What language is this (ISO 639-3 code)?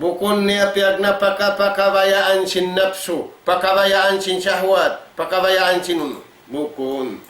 tsg